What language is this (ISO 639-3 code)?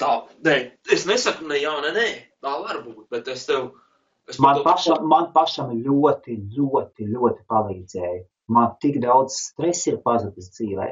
lav